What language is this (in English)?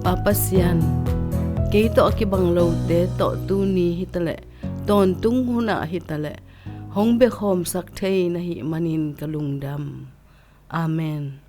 Tedim Chin